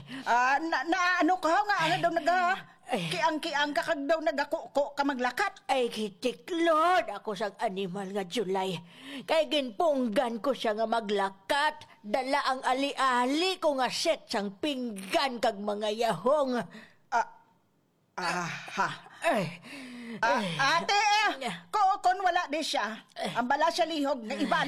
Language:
Hiligaynon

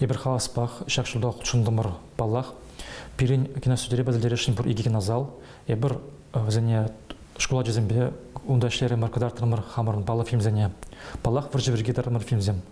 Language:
Chuvash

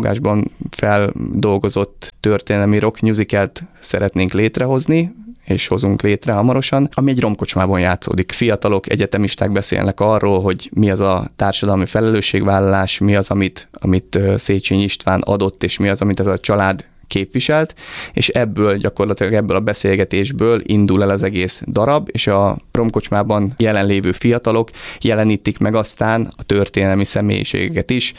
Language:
Hungarian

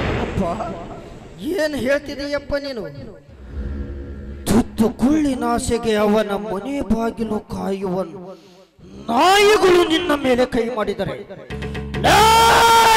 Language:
Kannada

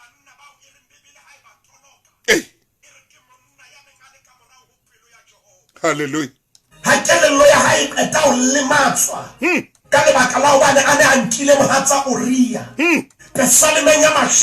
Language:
Southern Sotho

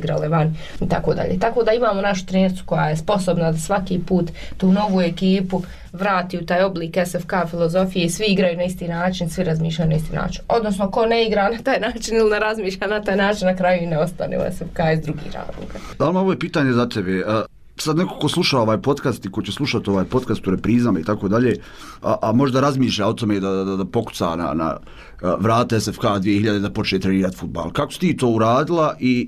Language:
Bosnian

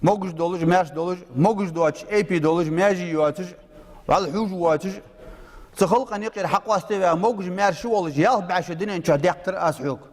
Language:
Ingush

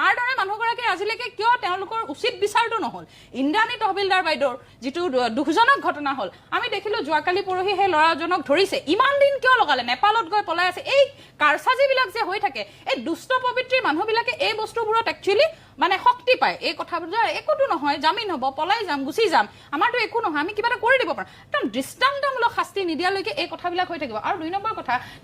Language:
Assamese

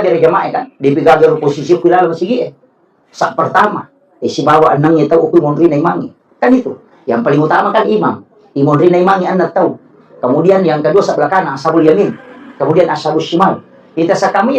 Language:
Buginese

